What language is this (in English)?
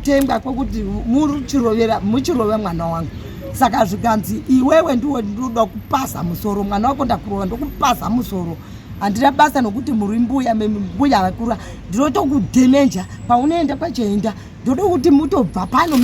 Shona